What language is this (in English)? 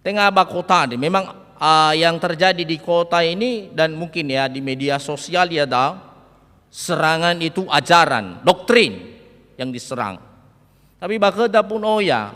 Nias